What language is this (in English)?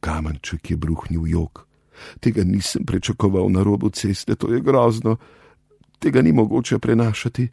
Slovenian